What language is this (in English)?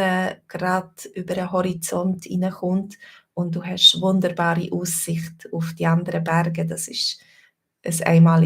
Swiss German